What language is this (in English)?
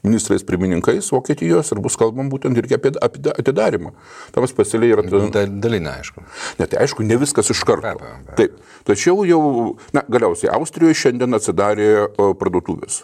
Lithuanian